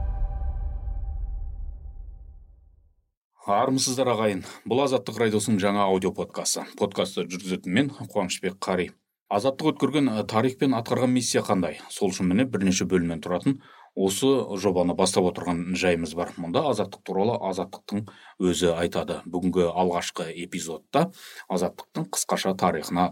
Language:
Kazakh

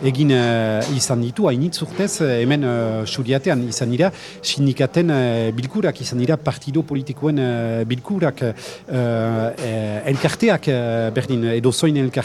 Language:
Basque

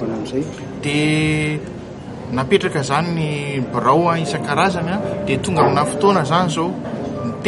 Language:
Malagasy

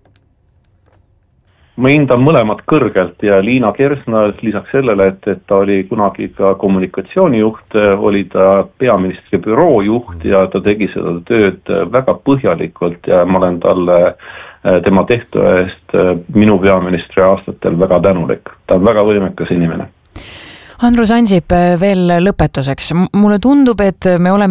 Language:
Estonian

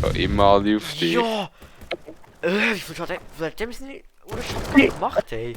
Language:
Swiss German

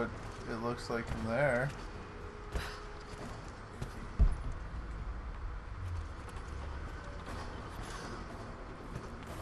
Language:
English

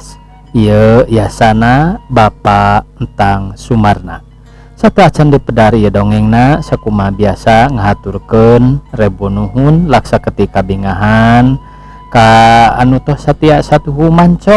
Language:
Sundanese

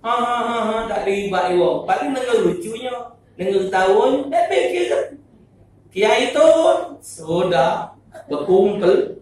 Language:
Musi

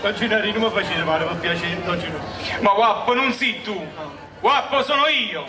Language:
Neapolitan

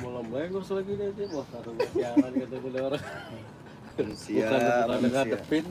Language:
Betawi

